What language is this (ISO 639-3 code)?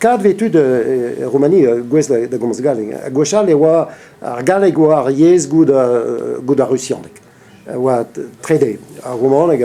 bre